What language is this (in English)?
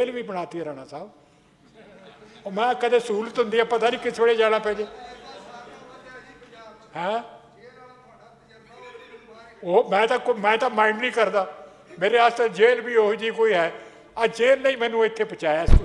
Punjabi